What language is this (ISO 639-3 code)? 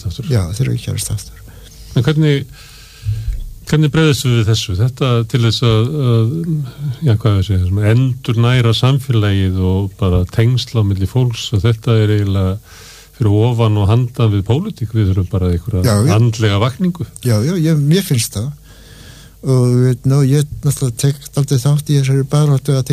isl